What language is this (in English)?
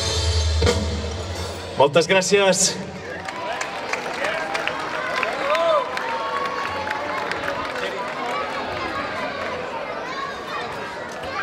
Catalan